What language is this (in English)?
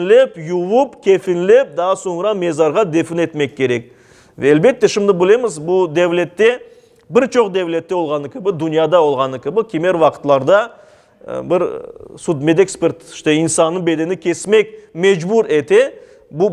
Crimean Tatar